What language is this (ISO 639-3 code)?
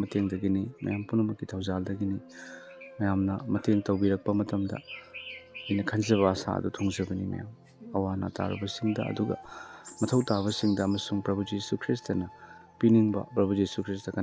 mni